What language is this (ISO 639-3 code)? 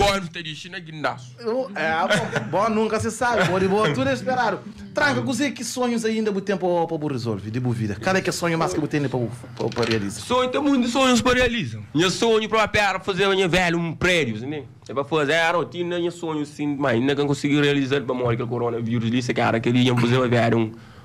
kea